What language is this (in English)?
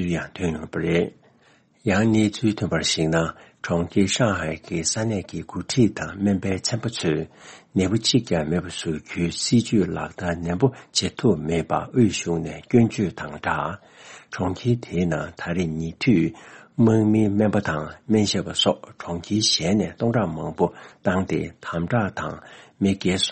Tibetan